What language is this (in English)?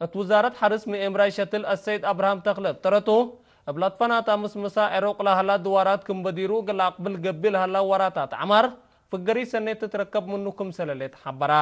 Tigre